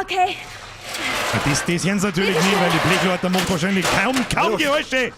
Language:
Bavarian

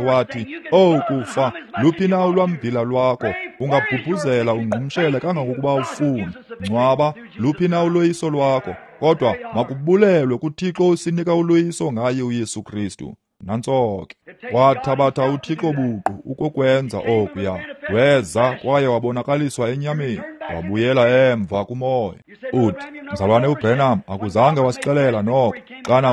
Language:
Xhosa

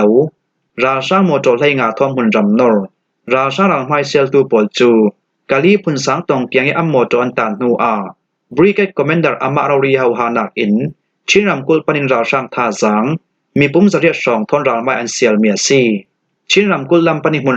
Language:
Falam Chin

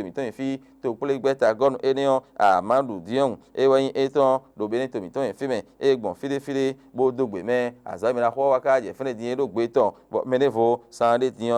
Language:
Fon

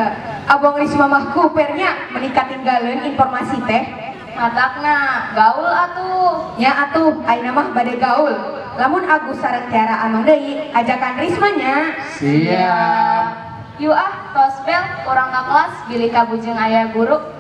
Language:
Sundanese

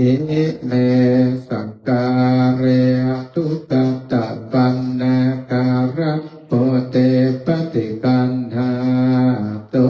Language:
Pali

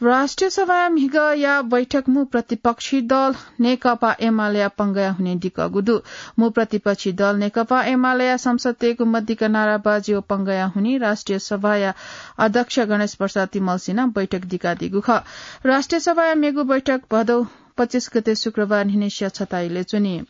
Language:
Newari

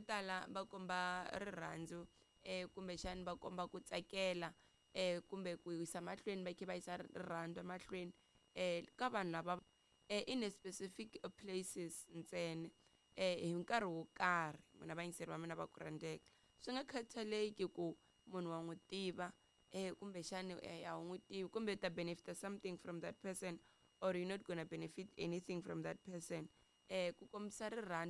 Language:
Tsonga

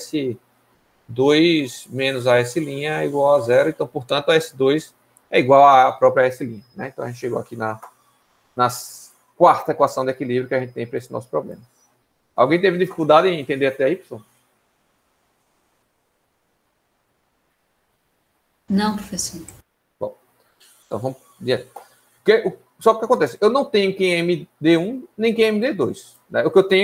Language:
Portuguese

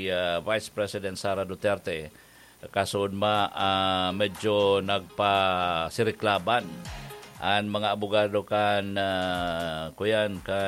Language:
Bikol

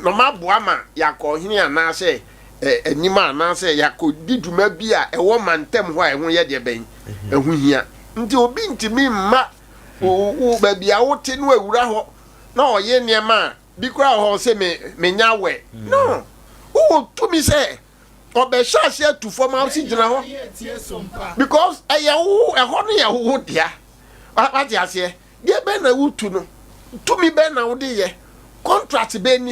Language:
Akan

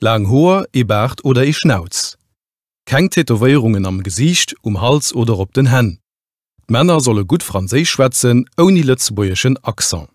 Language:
Luxembourgish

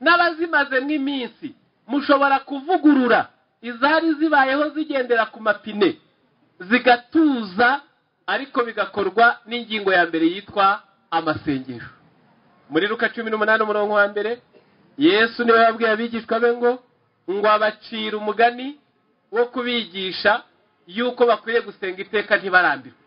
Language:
Kinyarwanda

